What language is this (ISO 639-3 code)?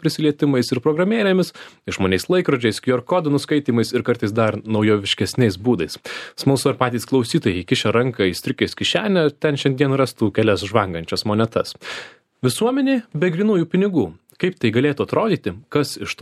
lit